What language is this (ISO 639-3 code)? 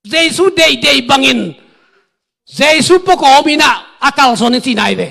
ctd